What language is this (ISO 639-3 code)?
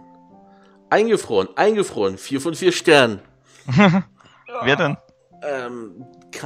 deu